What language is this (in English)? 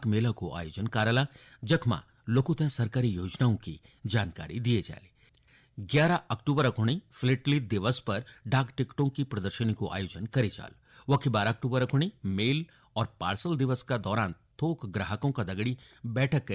Garhwali